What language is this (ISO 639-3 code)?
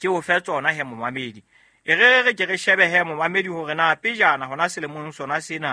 sot